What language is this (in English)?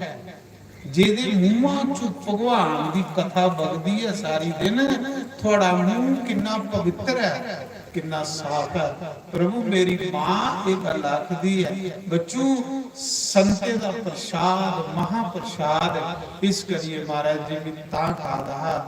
Dogri